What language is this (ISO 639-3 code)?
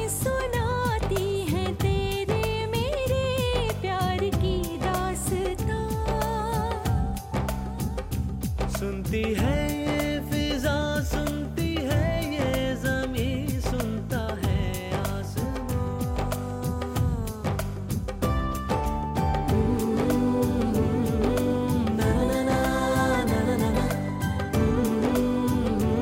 hin